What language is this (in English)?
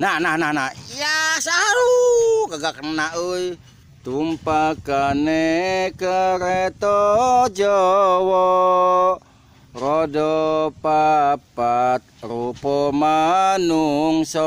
Betawi